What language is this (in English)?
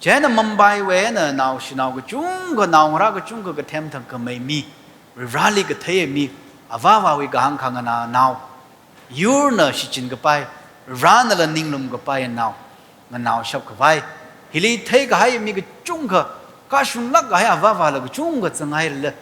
Tangkhul Naga (India)